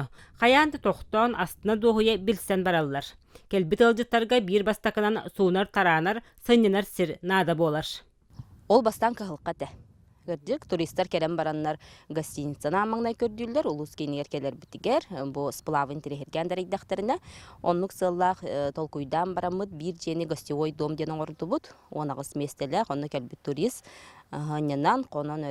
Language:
Yakut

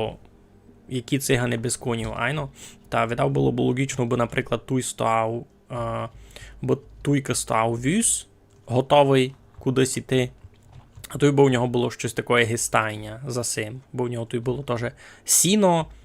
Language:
Rusyn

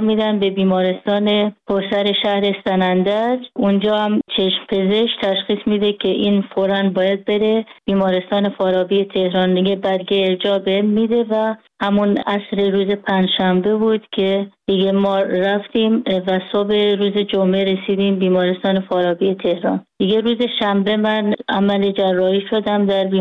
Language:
Persian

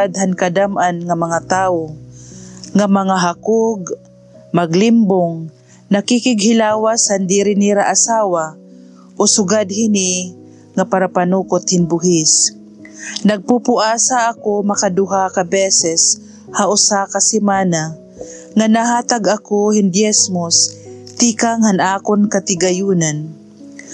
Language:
Waray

